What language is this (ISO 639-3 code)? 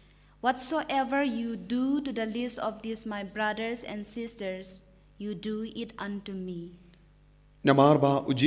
kha